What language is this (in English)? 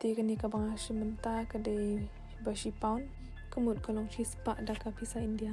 Khasi